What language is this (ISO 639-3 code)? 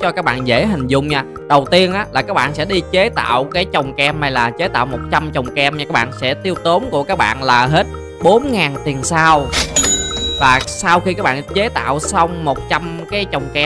vie